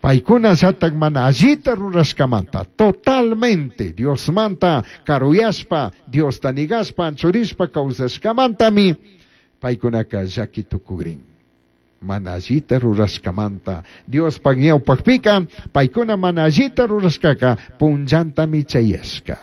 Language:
Chimborazo Highland Quichua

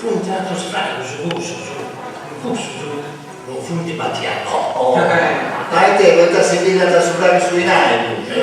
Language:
Sardinian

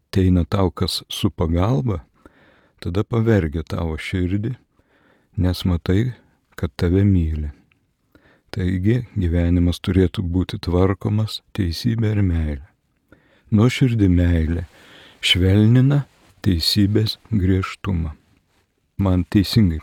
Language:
Lithuanian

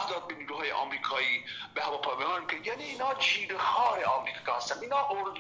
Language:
Persian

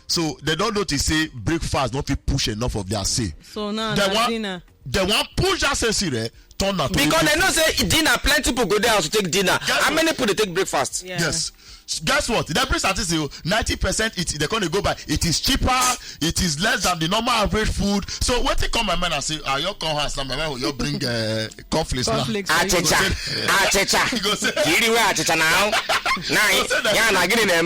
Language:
Nigerian Pidgin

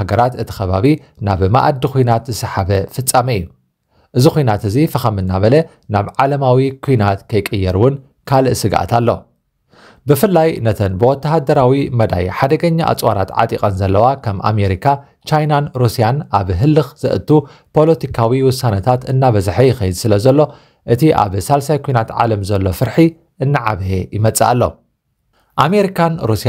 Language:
Tigrinya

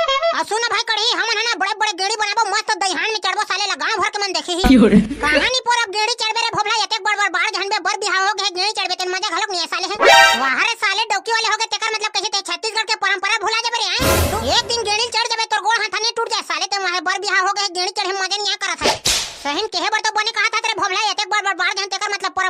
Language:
Chhattisgarhi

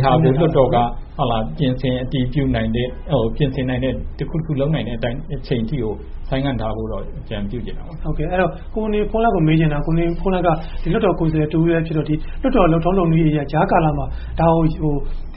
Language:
Burmese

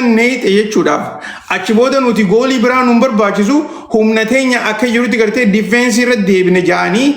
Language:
Oromo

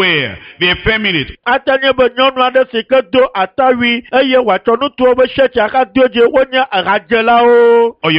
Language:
Ewe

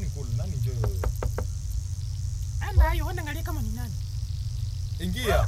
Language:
Swahili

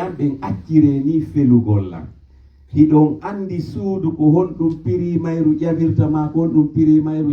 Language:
Pular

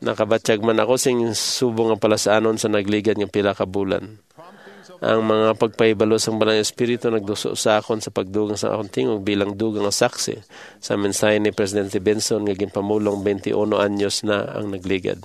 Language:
Hiligaynon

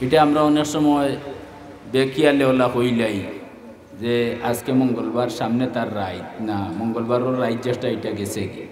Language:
Sylheti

